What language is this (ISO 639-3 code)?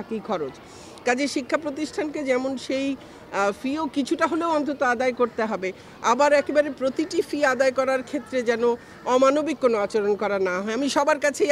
ben